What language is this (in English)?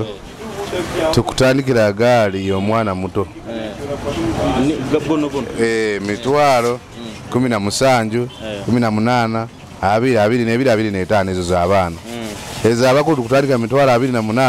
Nyoro